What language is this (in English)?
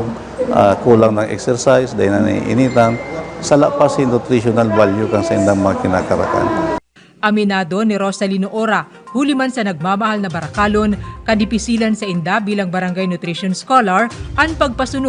Bikol